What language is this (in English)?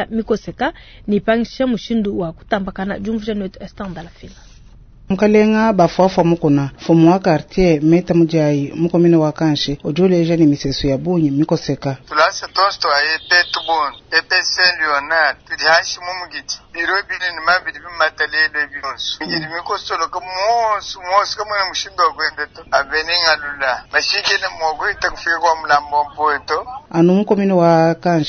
Luba-Lulua